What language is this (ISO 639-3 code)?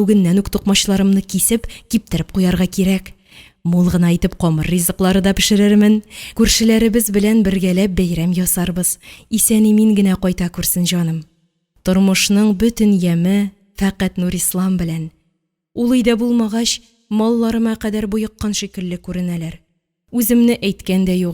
tat